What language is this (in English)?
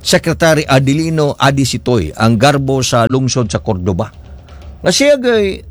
Cebuano